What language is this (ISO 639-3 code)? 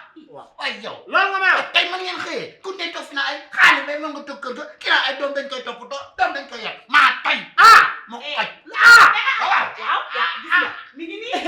wol